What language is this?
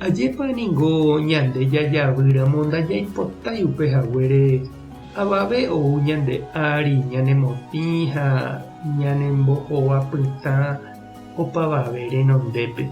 Guarani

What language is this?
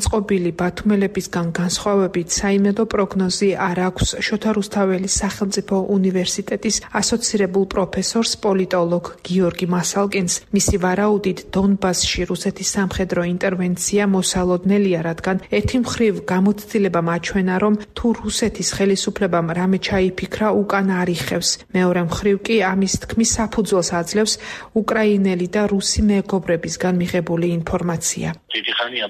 Georgian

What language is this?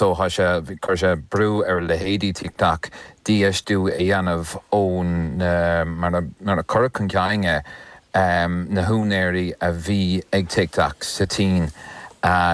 Irish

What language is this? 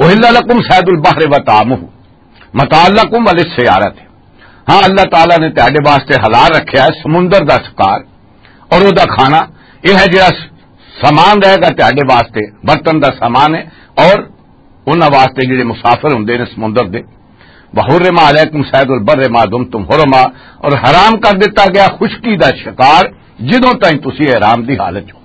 Western Panjabi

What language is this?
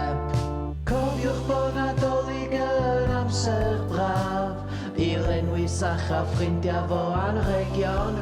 Welsh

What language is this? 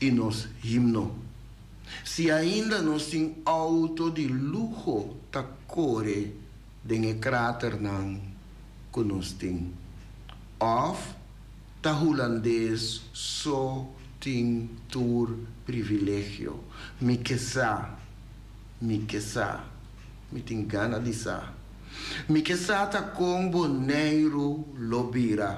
Papiamento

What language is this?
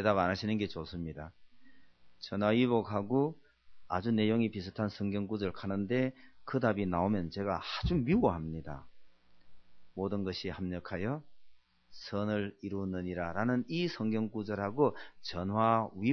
Korean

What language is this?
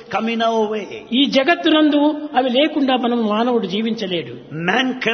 Telugu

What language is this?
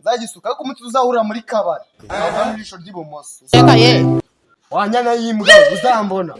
Kinyarwanda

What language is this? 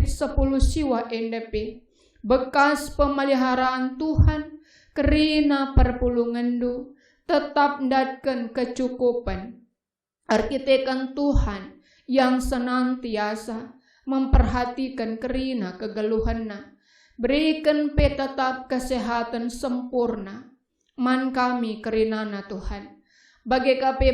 Batak Karo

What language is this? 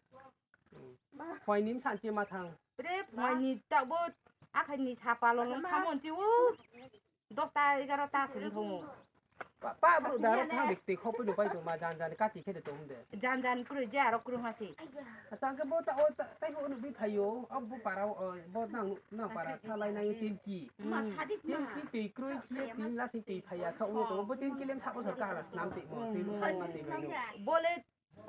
Riang (India)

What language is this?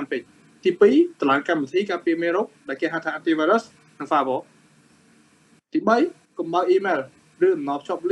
Khmer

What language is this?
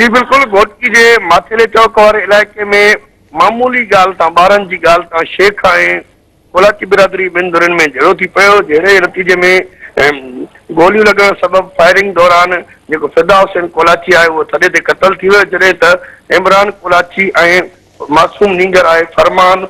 Sindhi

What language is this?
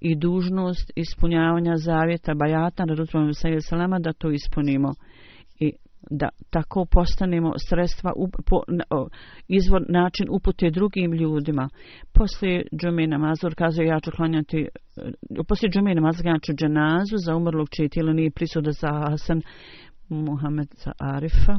Bosnian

